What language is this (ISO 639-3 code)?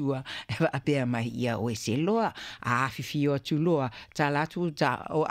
smo